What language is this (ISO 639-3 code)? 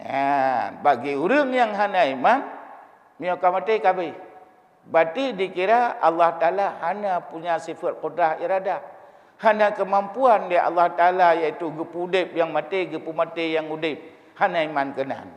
ace